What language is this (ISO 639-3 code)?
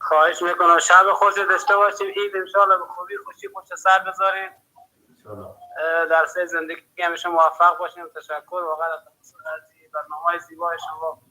fas